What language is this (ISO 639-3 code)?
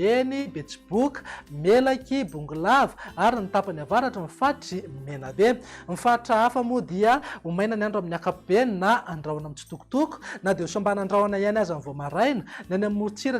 mlg